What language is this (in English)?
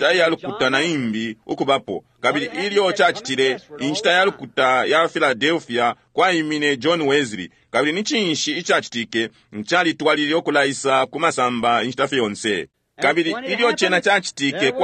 Bemba